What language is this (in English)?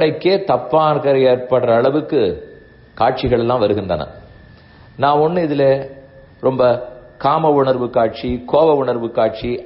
Tamil